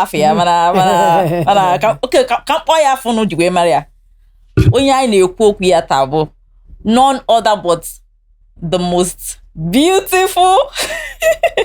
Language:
Igbo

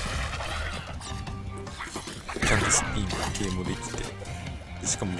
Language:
Japanese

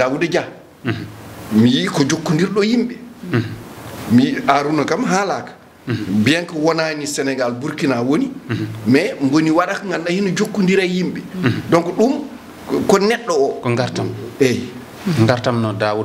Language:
Fula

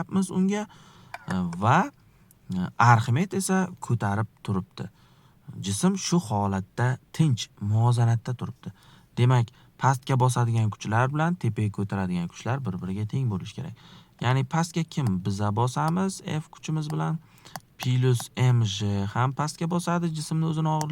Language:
Uzbek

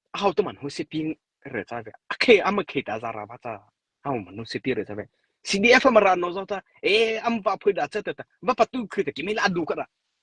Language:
Mara Chin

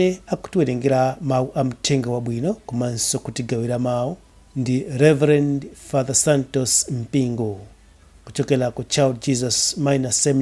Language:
Nyanja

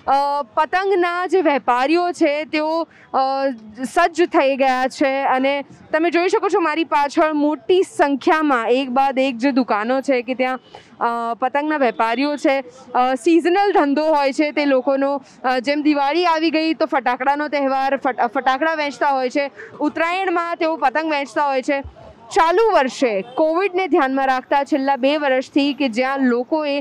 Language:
Gujarati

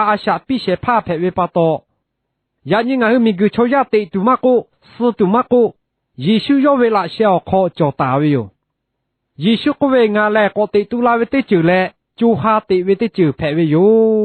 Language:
Lahu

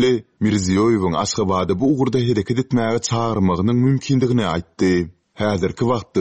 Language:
Turkmen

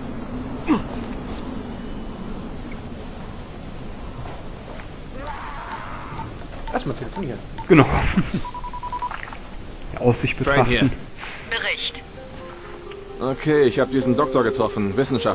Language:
German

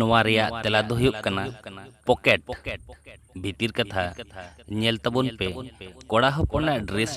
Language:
Santali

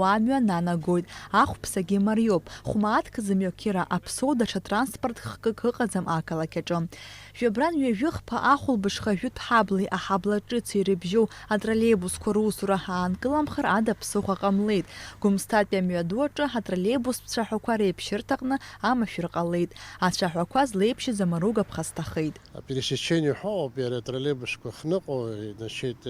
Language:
Abkhazian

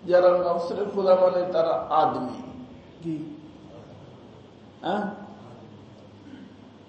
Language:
Bangla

